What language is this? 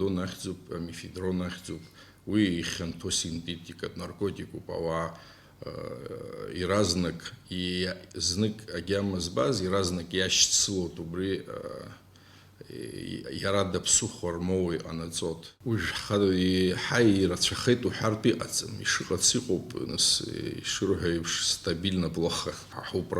Abkhazian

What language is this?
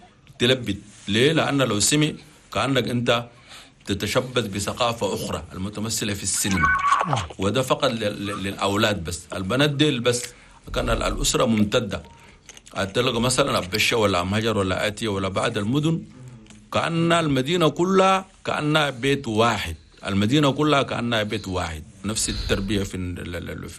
Chadian Arabic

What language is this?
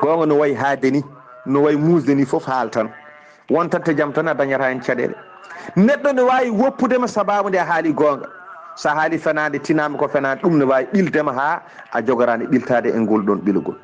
Fula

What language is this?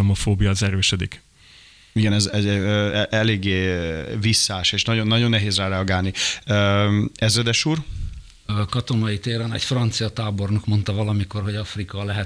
Hungarian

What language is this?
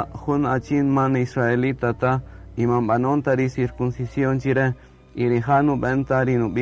Kaqchikel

